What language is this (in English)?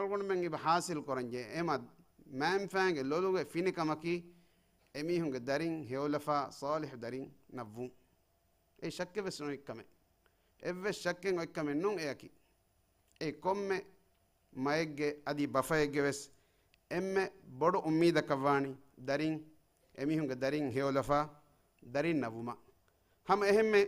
Divehi